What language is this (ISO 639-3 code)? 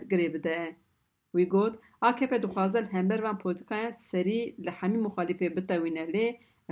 kur